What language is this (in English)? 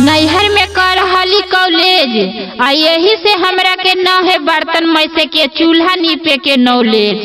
Magahi